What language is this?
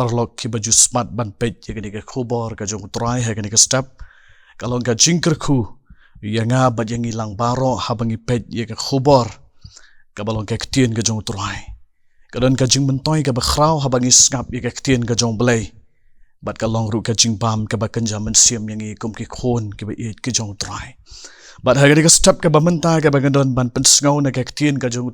Khasi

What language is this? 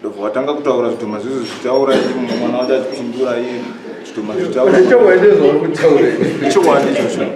Shona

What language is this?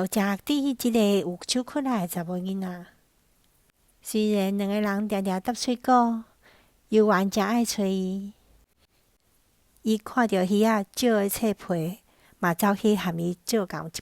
Min Nan Chinese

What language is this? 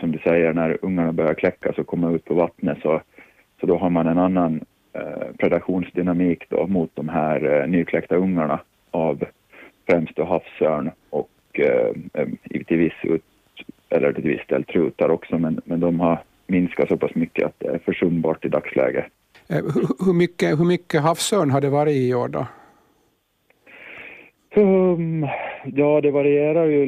Swedish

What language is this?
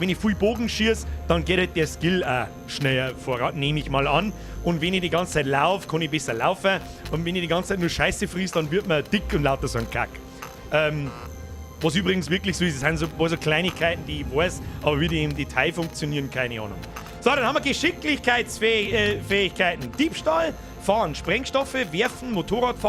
Bavarian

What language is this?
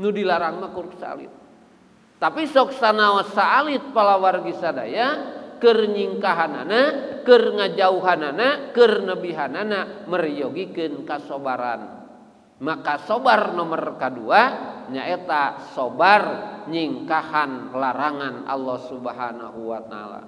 Sundanese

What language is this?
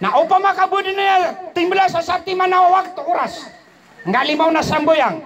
Maranao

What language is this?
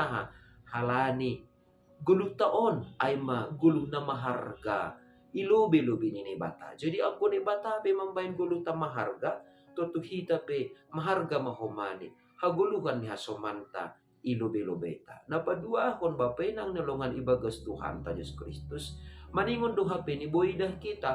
Batak Simalungun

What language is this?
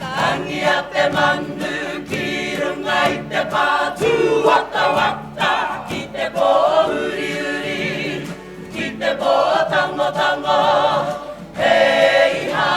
Māori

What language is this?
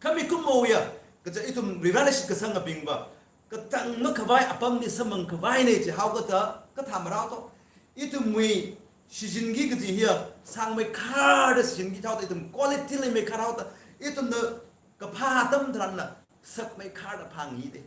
Tangkhul Naga (India)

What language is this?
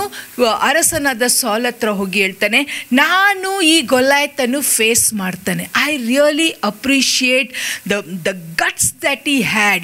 Kannada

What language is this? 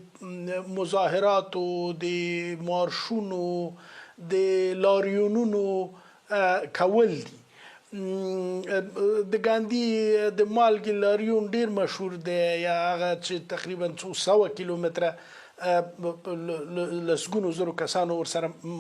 Pashto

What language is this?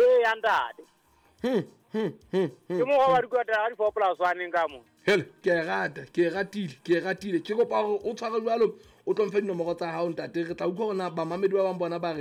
Southern Sotho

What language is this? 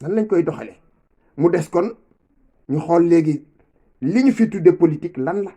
Wolof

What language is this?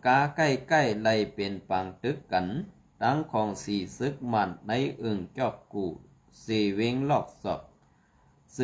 Shan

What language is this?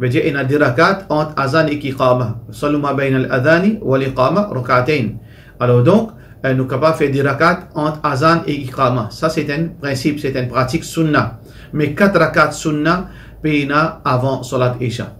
Morisyen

